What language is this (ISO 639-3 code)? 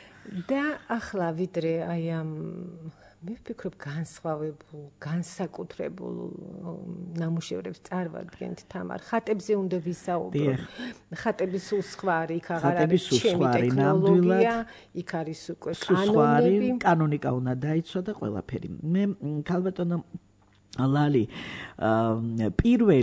kat